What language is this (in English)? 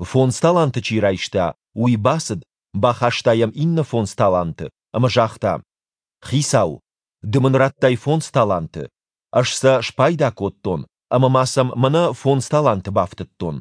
Ossetic